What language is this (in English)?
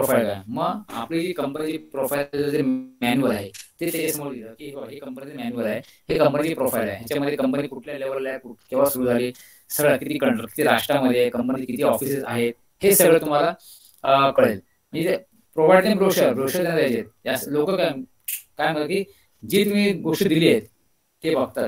Marathi